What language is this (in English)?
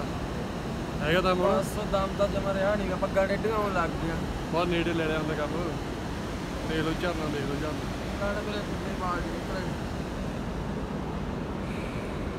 Punjabi